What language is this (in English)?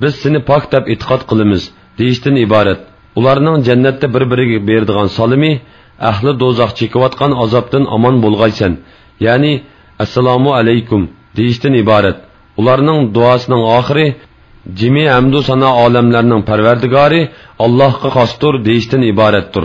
Uyghur